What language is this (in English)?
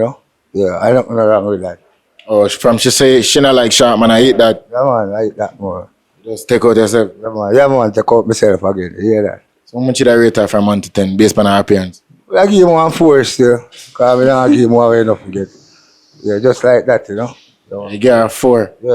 Jamaican Creole English